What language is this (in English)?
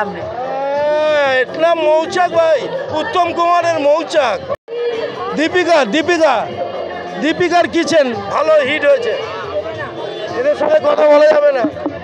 Bangla